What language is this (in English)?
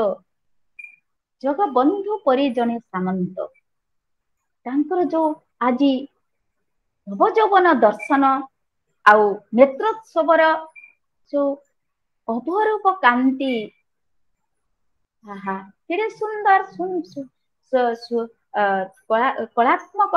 Odia